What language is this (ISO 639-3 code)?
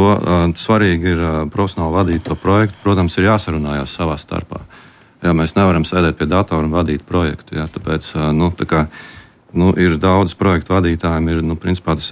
lav